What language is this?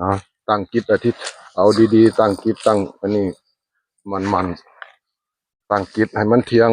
Northeastern Thai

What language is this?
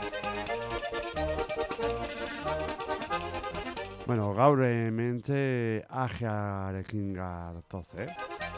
Basque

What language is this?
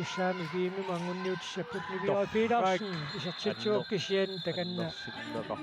Kalaallisut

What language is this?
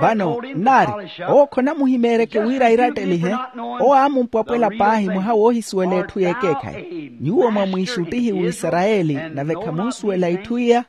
Makhuwa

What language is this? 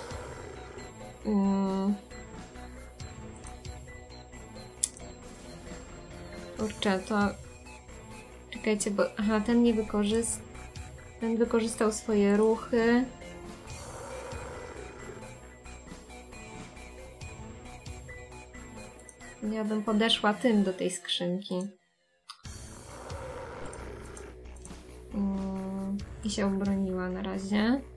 Polish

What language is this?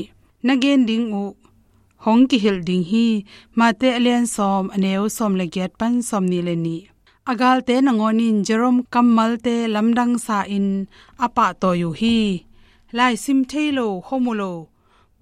Tedim Chin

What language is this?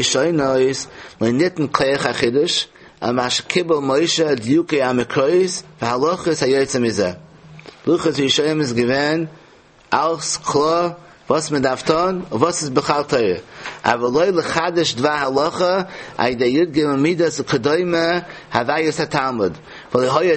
Yiddish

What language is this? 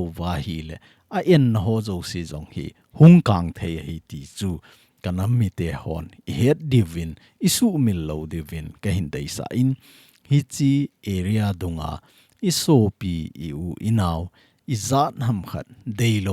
Thado Chin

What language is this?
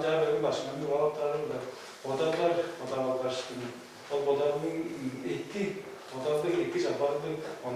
Tuvinian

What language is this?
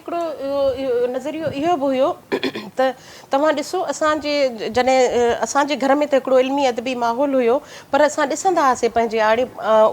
Sindhi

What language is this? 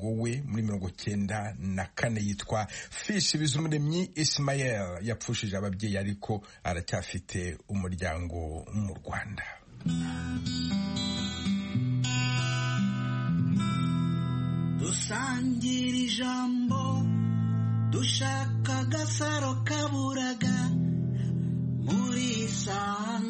Kinyarwanda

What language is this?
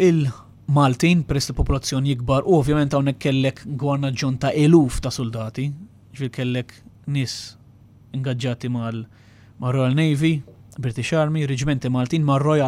Maltese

